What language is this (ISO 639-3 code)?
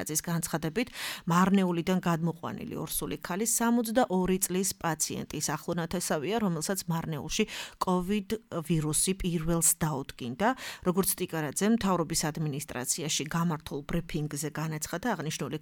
kat